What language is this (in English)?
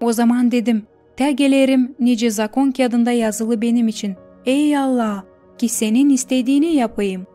Gagauz